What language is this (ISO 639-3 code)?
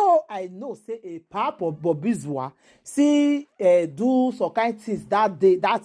pcm